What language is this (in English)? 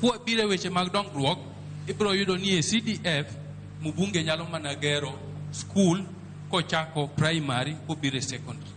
Luo (Kenya and Tanzania)